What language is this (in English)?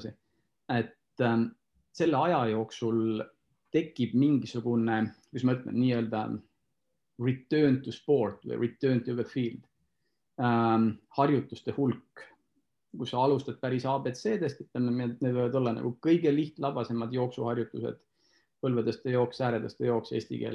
Estonian